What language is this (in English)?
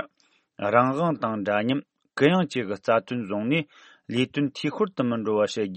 Tibetan